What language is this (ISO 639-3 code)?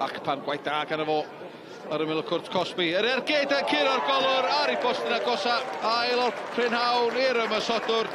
cym